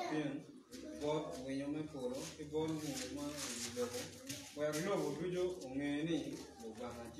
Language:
Acoli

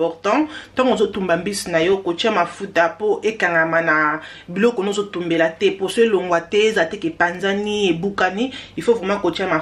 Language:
Lingala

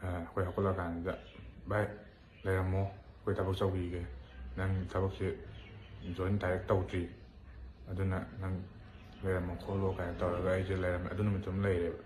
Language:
Manipuri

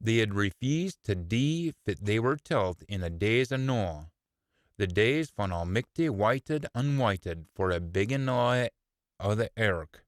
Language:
Scots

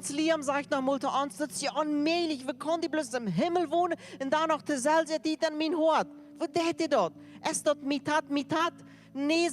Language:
Plautdietsch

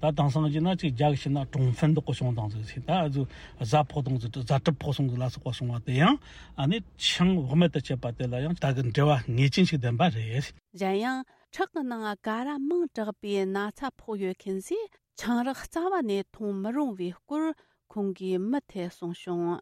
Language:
Tibetan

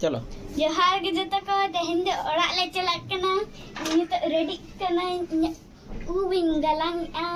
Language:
Santali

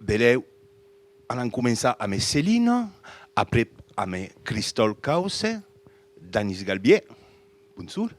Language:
Occitan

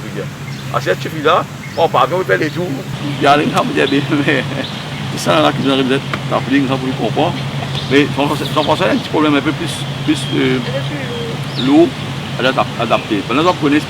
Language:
Morisyen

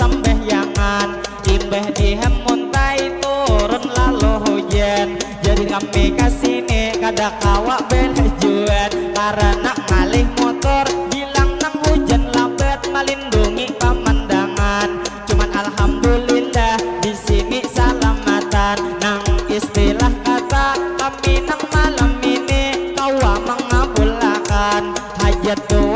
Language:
Banjar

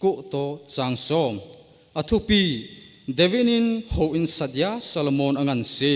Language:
Thado Chin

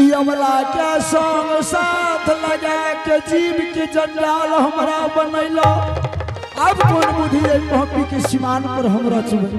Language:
Angika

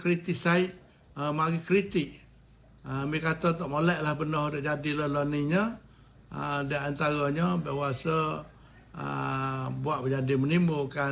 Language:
Malay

